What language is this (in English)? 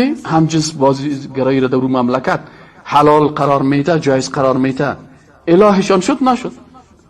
Persian